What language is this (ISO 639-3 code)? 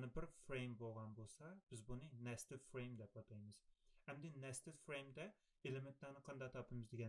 uig